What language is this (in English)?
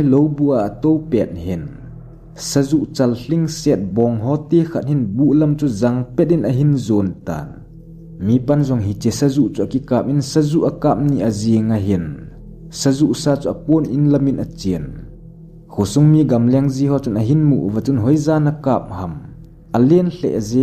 Thado Chin